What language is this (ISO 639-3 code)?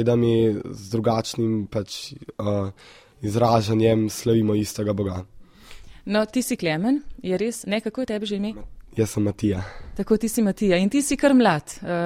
slv